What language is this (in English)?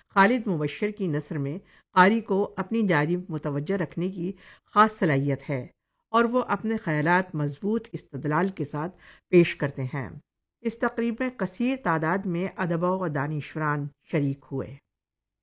Urdu